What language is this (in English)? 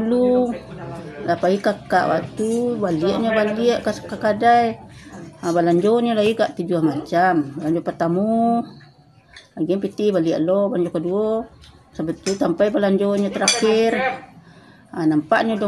Minangkabau